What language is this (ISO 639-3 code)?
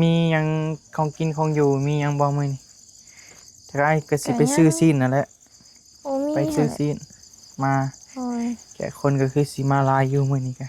tts